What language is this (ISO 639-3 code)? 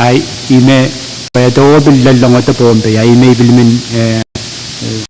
pon